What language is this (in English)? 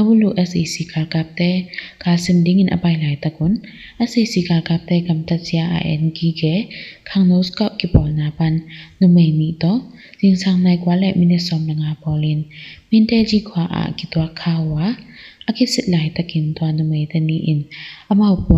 Tedim Chin